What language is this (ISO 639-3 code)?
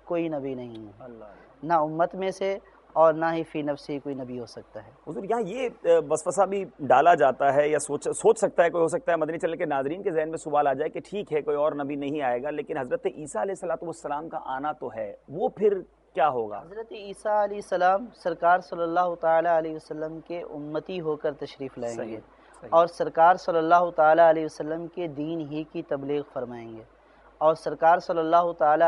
urd